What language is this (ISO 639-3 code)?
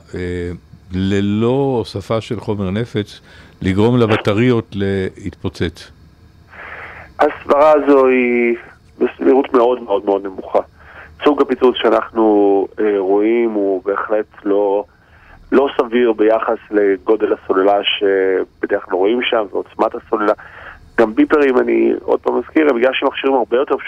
heb